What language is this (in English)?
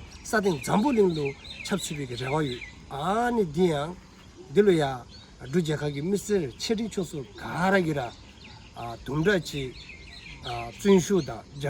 Dzongkha